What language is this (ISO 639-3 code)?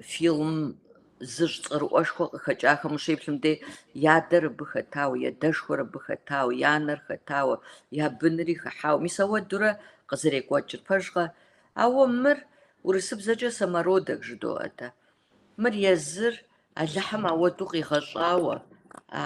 kbd